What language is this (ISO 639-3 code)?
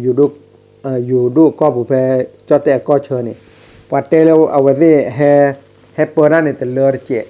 ksw